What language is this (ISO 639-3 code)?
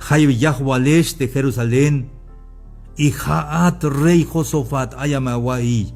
tzh